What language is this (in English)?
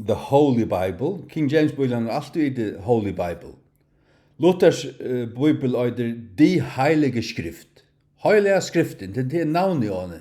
Faroese